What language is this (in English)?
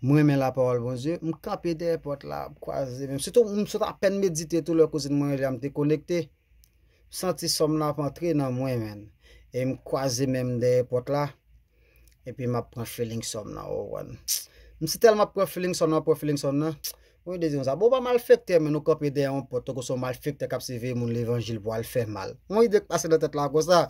Haitian Creole